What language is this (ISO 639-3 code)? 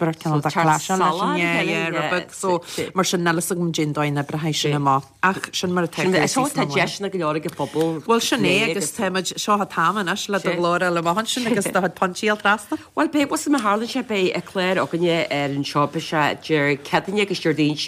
gle